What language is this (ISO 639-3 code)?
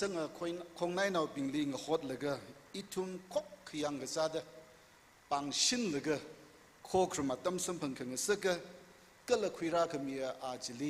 nmf